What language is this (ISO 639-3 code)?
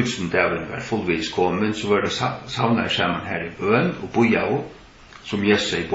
fao